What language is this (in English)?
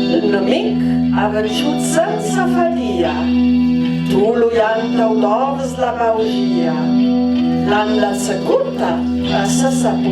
Ladin